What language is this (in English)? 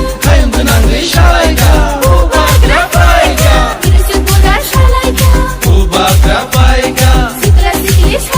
Riang (India)